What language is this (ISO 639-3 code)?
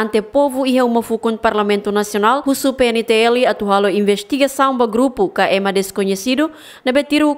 tet